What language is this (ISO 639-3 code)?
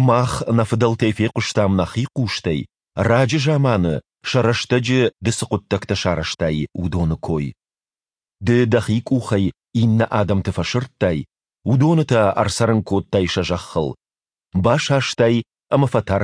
oss